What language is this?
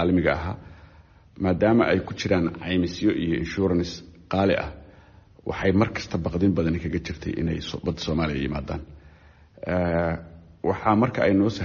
Somali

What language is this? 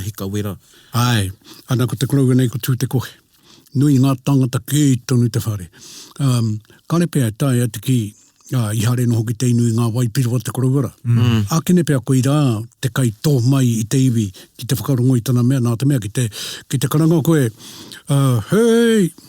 Māori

